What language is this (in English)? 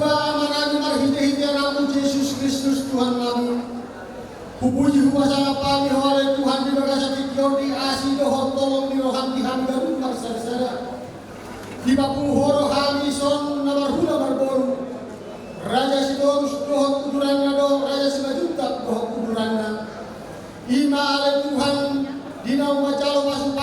Batak Toba